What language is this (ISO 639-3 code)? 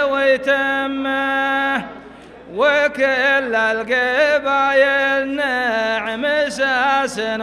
ara